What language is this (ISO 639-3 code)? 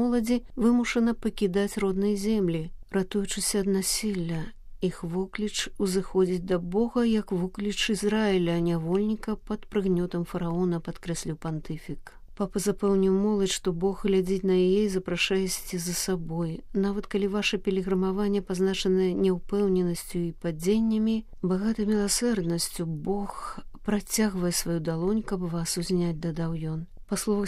bel